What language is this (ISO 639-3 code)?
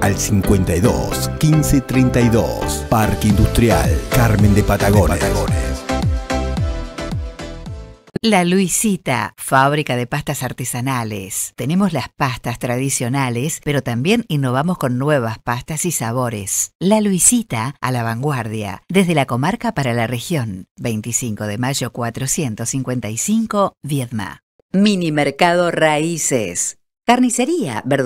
spa